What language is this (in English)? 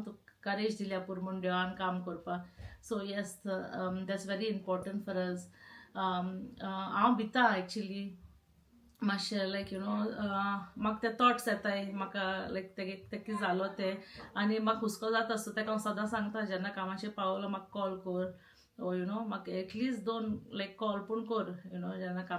Konkani